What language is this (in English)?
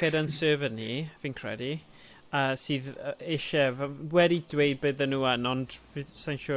Welsh